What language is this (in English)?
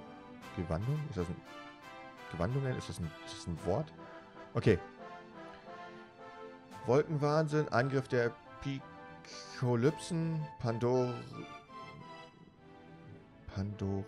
German